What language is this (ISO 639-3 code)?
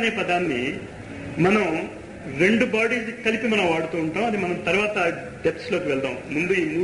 tel